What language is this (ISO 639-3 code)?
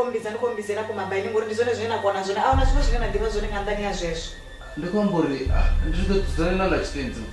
ven